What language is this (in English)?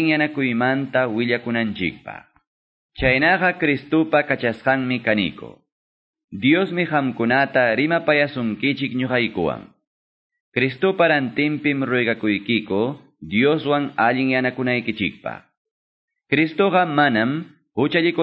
Quechua